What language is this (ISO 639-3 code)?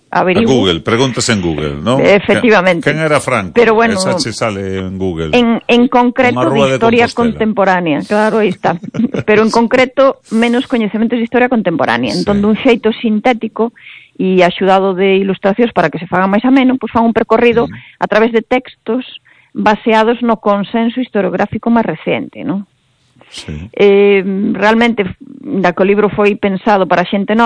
glg